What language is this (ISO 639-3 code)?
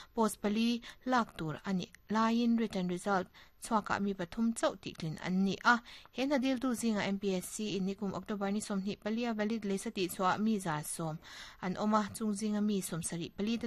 lus